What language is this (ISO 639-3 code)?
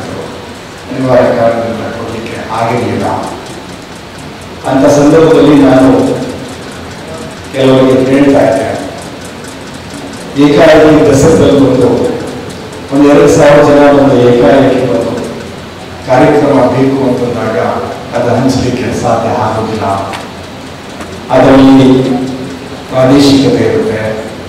kan